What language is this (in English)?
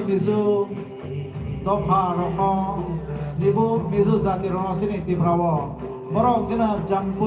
Kok Borok